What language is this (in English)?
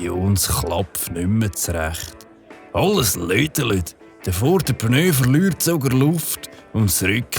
Swiss German